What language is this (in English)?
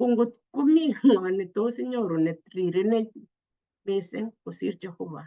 Kalenjin